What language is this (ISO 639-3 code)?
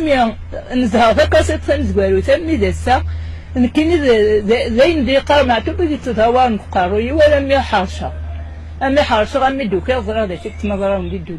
kab